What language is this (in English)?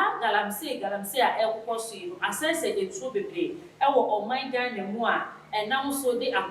Akan